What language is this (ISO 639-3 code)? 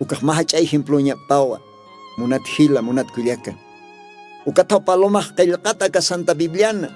aym